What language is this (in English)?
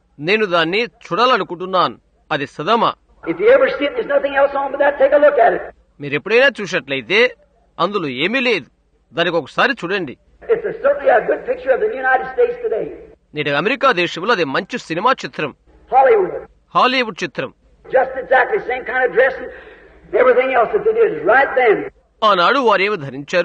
Telugu